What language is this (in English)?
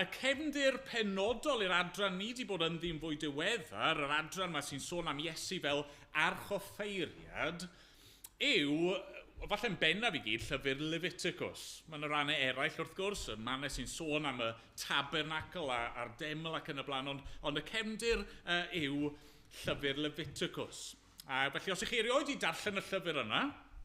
Welsh